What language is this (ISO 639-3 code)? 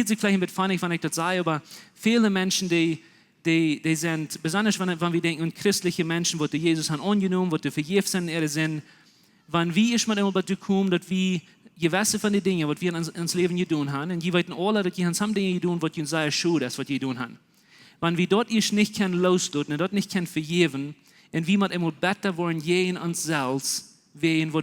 pdt